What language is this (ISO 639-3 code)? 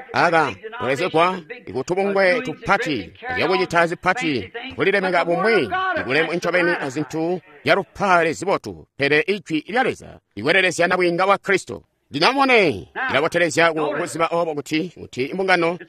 toi